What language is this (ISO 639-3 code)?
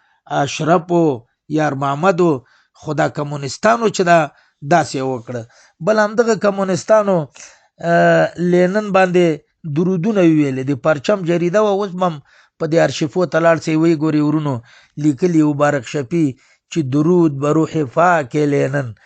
pus